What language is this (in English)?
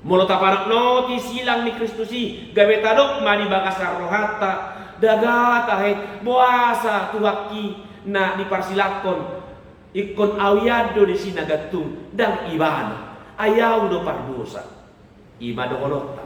Batak Toba